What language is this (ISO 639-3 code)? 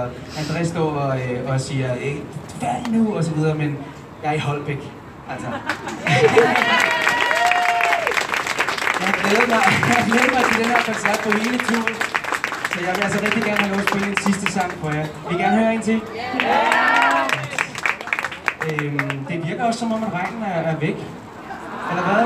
dan